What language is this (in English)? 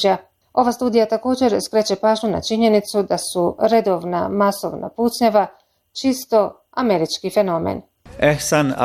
Bosnian